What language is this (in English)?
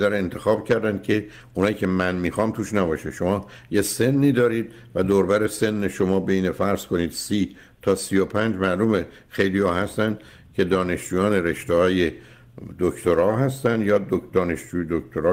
Persian